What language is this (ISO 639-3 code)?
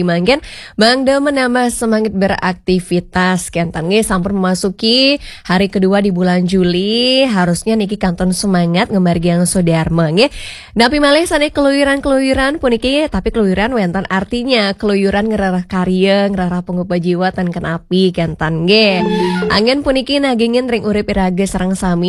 ban